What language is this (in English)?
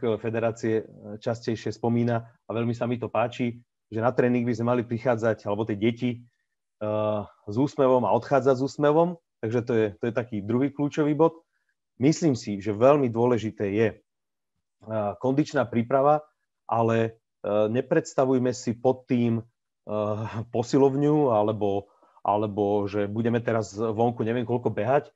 Slovak